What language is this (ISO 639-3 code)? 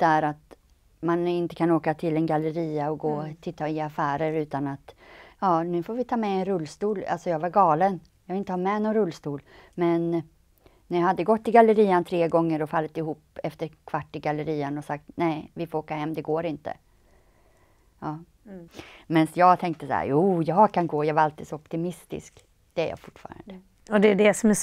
swe